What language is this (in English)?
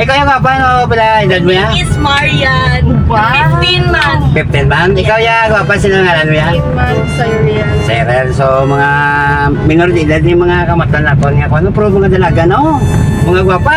Hiligaynon